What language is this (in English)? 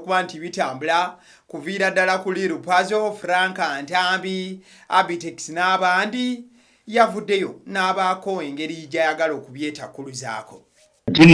Ganda